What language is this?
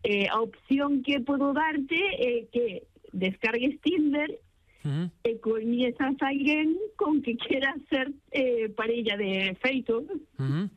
Galician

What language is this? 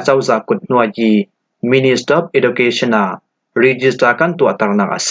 Falam Chin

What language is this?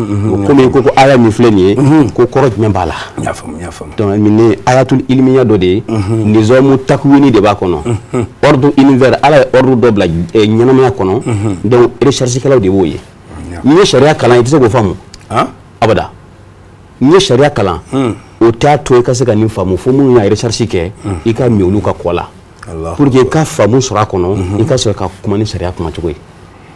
Bambara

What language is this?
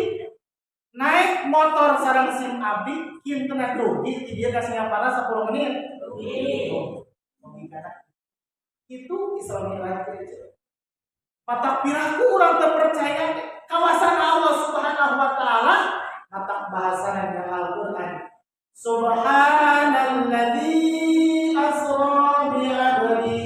Sundanese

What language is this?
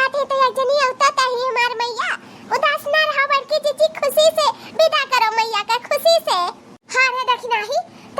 Awadhi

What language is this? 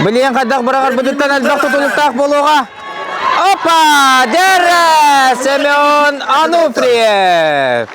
Yakut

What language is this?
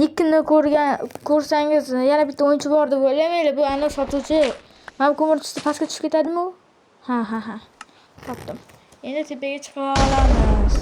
Uzbek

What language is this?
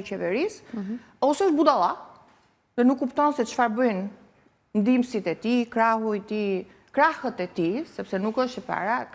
Albanian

